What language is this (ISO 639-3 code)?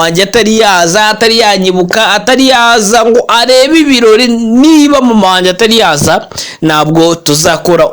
kin